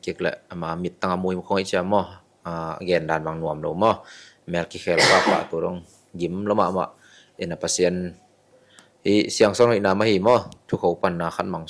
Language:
Tedim Chin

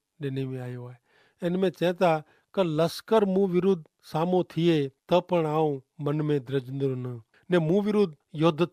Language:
Kachhi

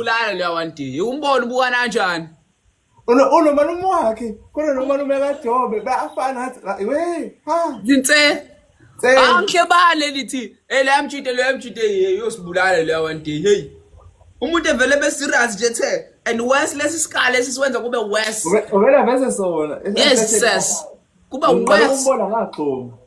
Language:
Zulu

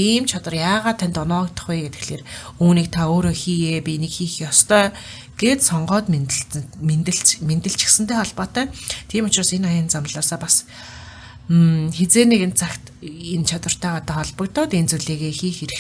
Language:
Mongolian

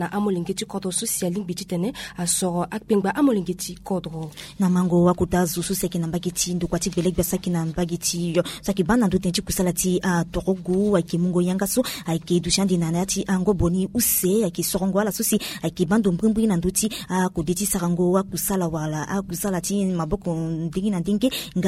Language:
Sango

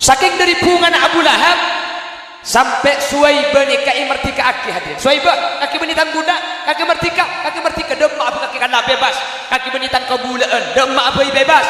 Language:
Madurese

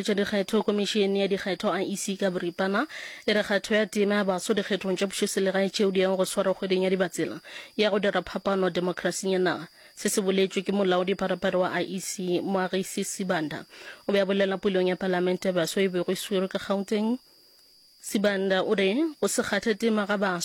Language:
Northern Sotho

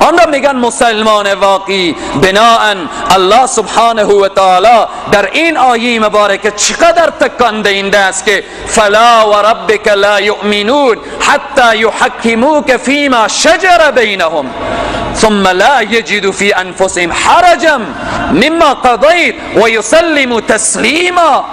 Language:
Persian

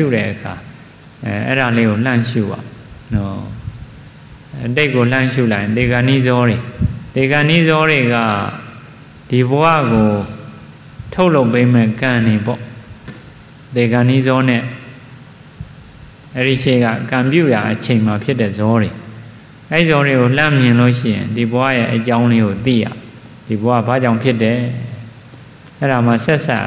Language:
Burmese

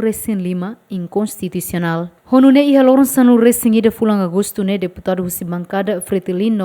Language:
Tetum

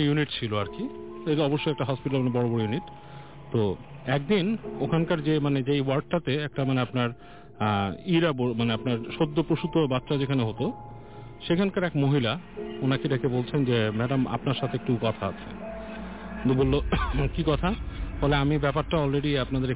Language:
Bangla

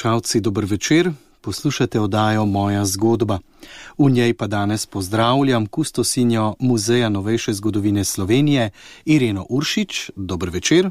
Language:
Slovenian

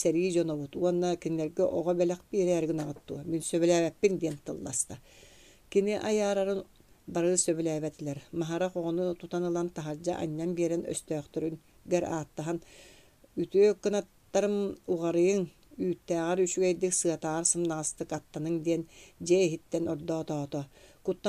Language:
Yakut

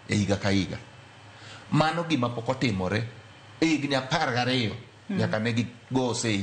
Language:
Luo (Kenya and Tanzania)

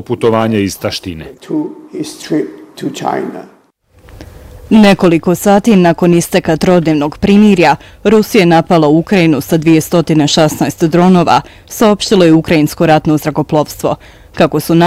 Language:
Bosnian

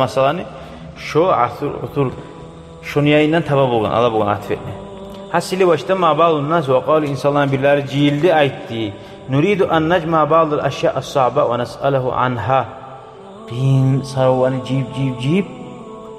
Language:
Kumyk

